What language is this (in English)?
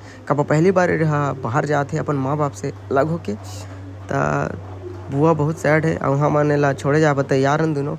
Chhattisgarhi